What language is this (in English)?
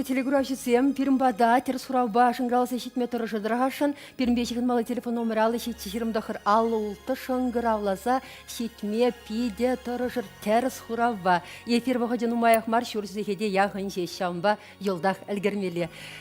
Chuvash